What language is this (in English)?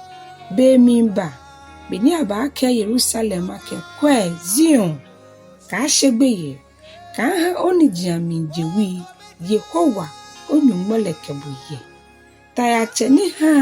Ga